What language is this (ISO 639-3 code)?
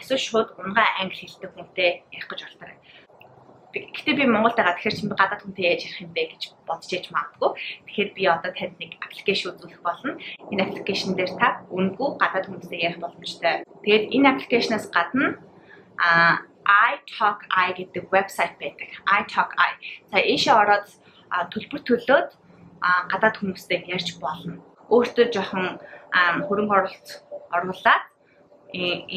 mon